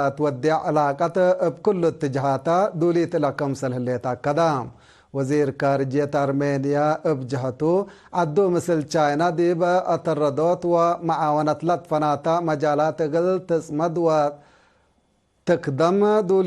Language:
Tigre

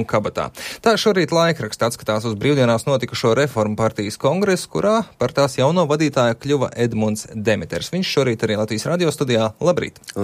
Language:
Latvian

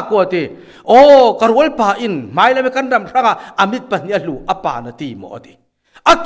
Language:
Falam Chin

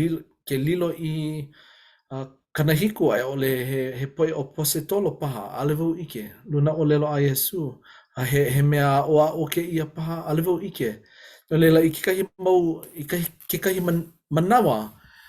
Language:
Hawaiian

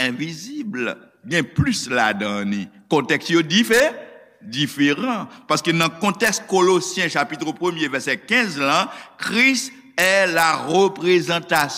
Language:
Haitian Creole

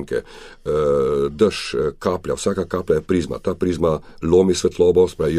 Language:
Slovenian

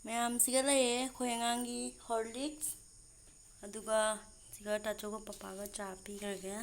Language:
Manipuri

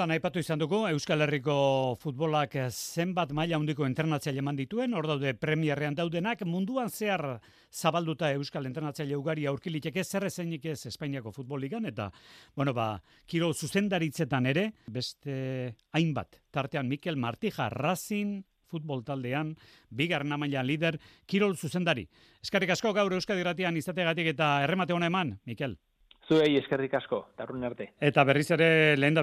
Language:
Basque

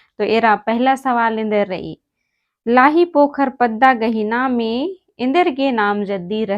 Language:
Kurukh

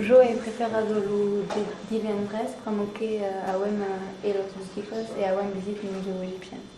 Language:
Occitan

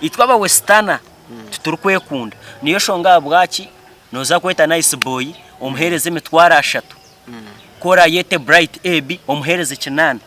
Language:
Nyankole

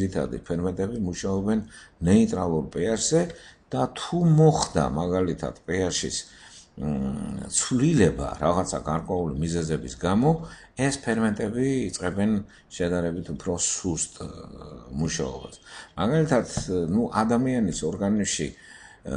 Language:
Georgian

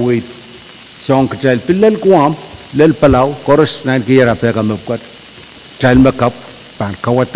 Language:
Pohnpeian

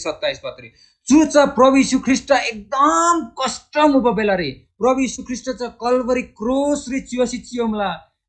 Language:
Eastern Tamang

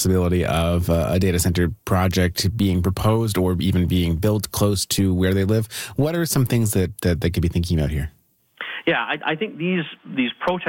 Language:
English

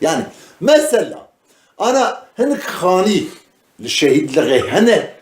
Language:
Kurdish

